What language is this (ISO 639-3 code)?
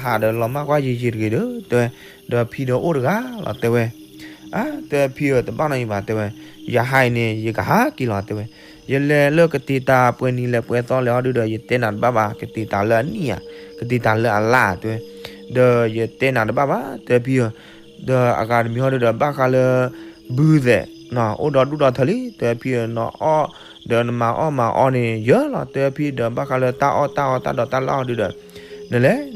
ksw